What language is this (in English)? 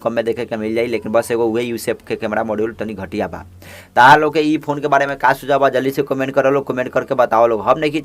Bhojpuri